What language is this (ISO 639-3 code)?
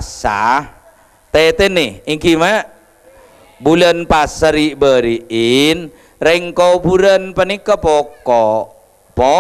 mad